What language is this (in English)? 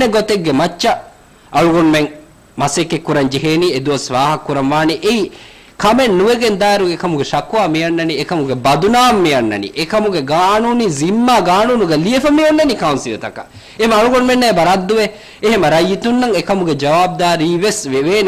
Divehi